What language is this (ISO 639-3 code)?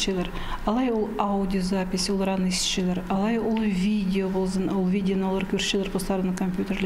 kjh